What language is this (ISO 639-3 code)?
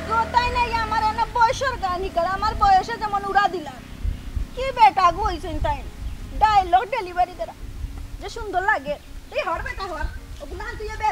syl